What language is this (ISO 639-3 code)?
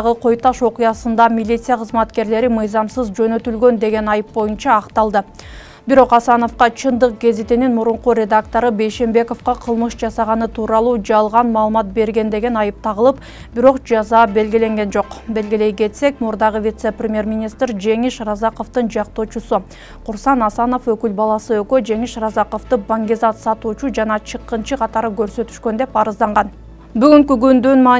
kir